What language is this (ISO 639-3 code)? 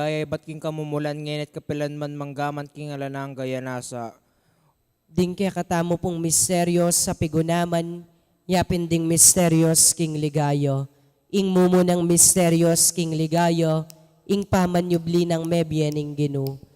pam